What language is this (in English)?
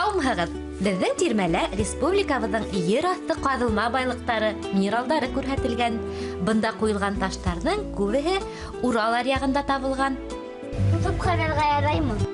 Bashkir